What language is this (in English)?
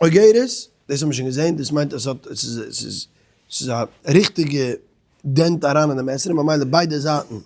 Yiddish